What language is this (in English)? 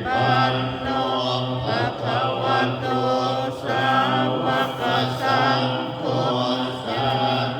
Pali